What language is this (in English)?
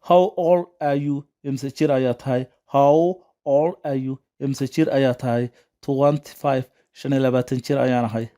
Somali